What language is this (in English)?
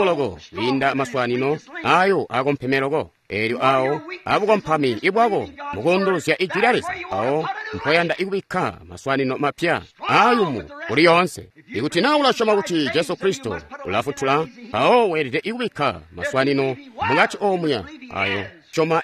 Tonga (Zambia)